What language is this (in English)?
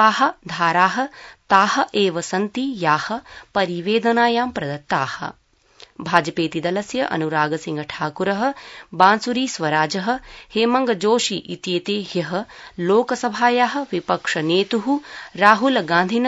Sanskrit